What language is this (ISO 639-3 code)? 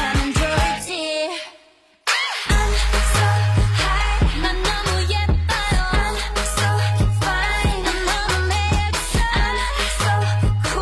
kor